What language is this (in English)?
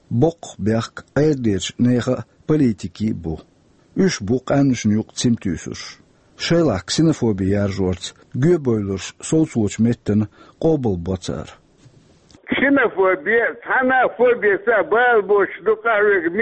Chechen